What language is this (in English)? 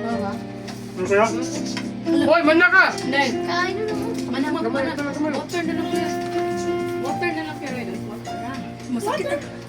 Cebuano